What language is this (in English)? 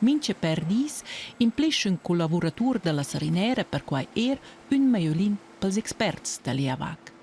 Romansh